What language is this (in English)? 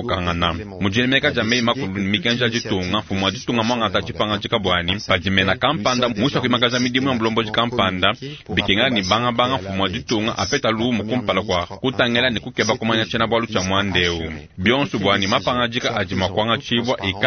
Luba-Lulua